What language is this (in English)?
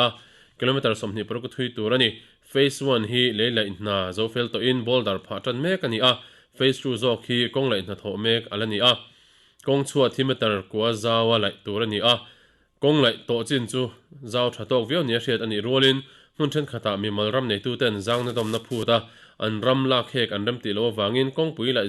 Mizo